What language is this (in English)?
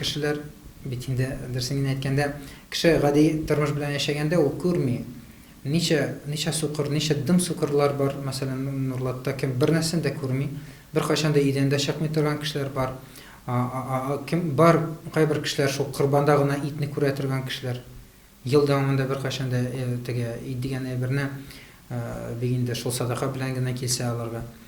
Tatar